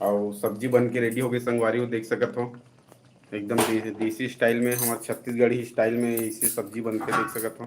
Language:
Chhattisgarhi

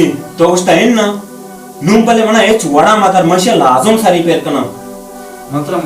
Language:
Baluchi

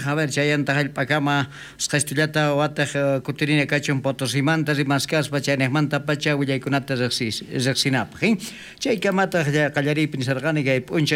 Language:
South Bolivian Quechua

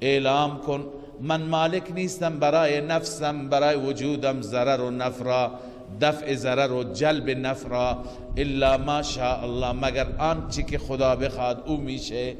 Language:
Persian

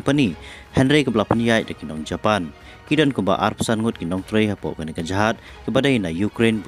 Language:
Khasi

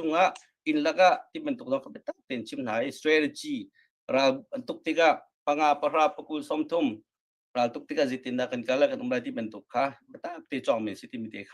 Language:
Hakha Chin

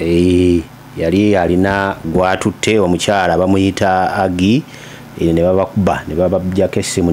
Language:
Ganda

